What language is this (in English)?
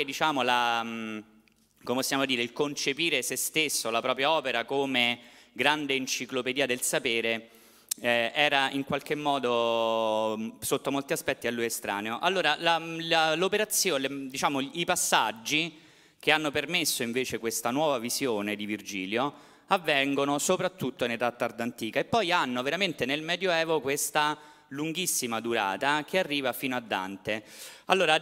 Italian